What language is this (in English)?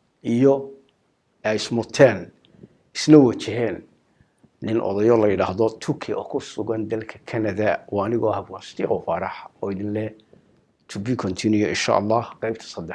Somali